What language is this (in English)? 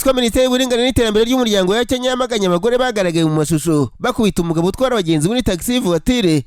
Kinyarwanda